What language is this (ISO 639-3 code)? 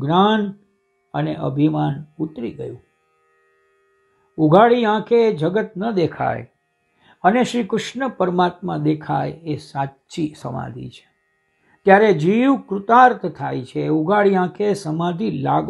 guj